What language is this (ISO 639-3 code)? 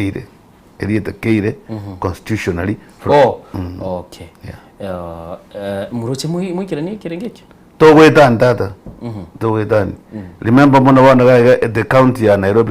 guz